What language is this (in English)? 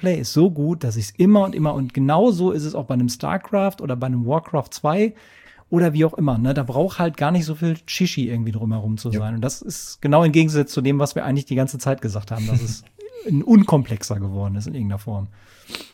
German